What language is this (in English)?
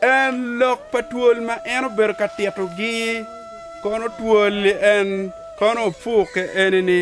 Acoli